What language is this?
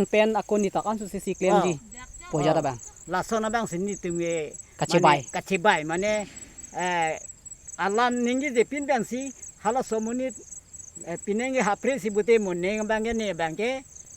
Karbi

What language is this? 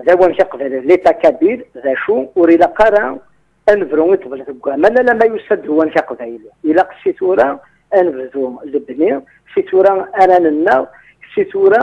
Kabyle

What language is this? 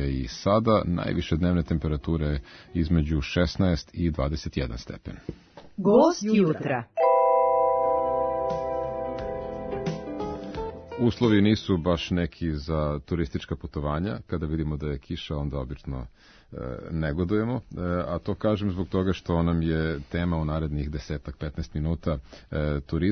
Serbian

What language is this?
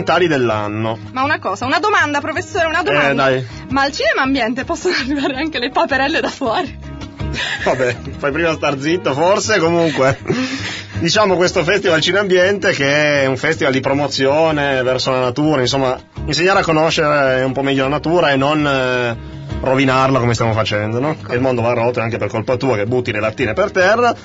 Italian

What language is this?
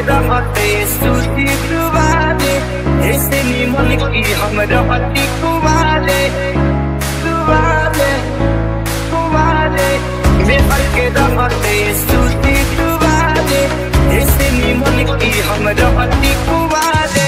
Bhojpuri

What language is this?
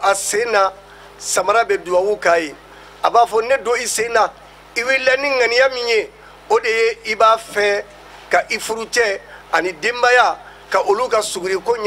Bambara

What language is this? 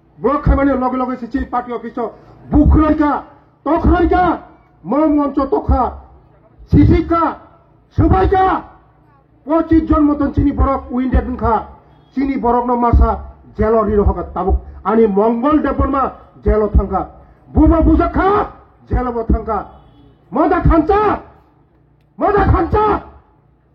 Kok Borok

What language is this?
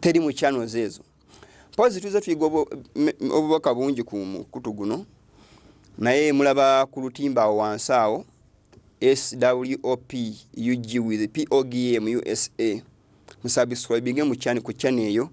Ganda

